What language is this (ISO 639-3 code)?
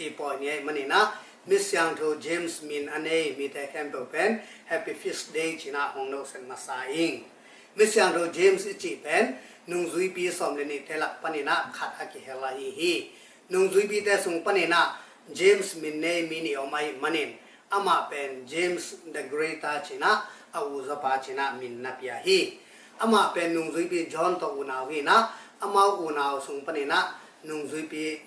ctd